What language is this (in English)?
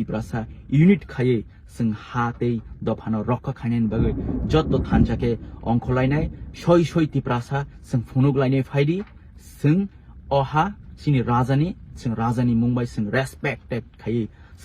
Kok Borok